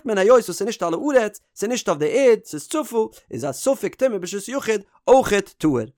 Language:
Yiddish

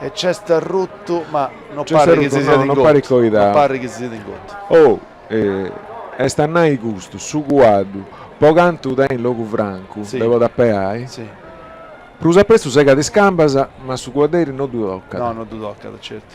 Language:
Sardinian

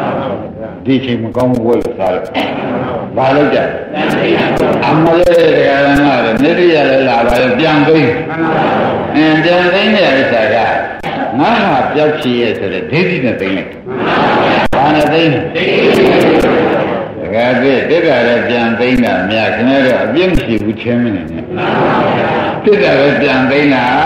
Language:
Burmese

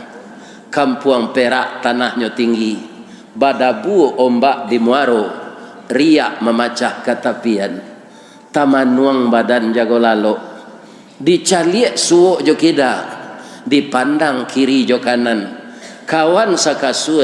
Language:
Minangkabau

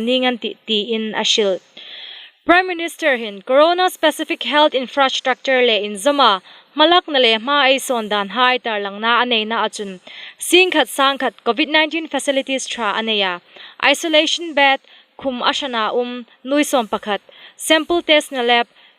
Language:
Hmar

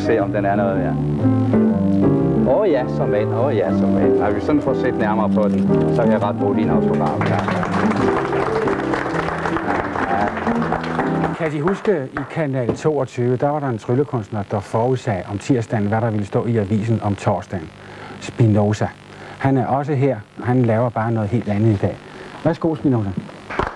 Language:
Danish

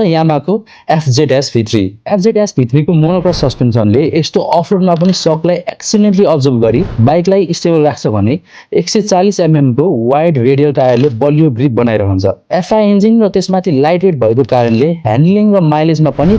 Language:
Nepali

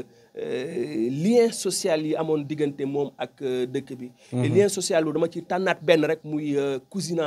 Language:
Wolof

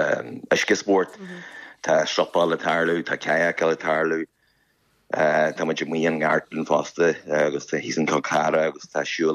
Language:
Irish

